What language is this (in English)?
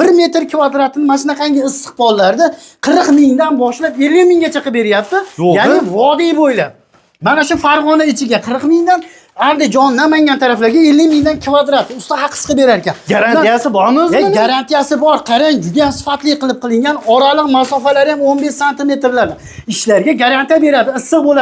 Uzbek